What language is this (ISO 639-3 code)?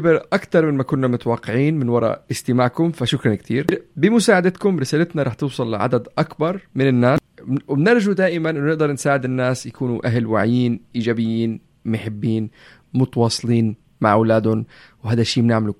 apc